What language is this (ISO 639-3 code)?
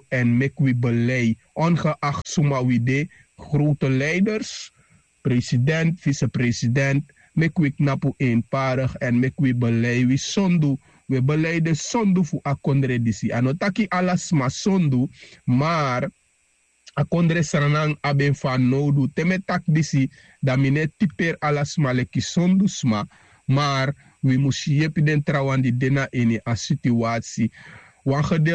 srn